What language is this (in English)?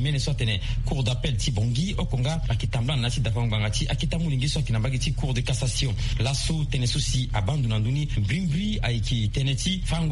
Sango